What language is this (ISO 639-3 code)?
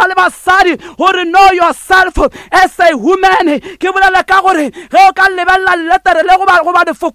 nso